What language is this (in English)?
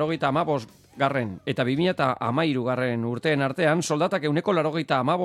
Basque